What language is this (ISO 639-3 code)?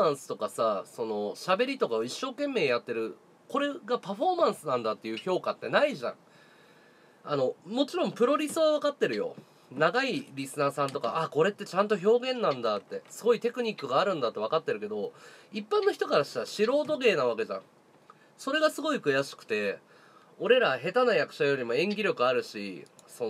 jpn